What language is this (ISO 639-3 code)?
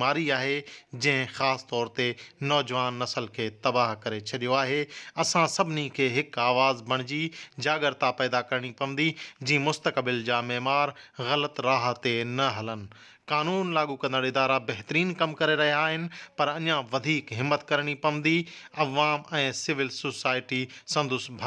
snd